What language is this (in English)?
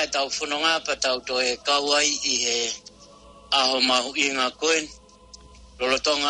Tongan